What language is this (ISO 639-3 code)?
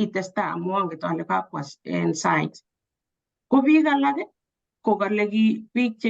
kln